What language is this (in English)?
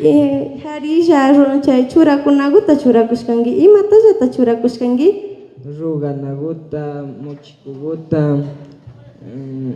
Imbabura Highland Quichua